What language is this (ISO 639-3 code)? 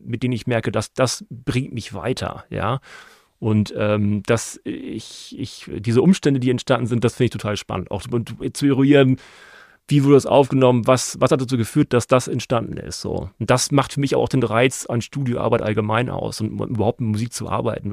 deu